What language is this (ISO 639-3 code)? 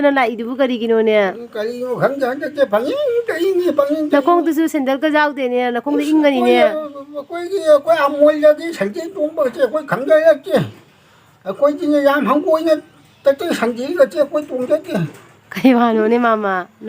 mni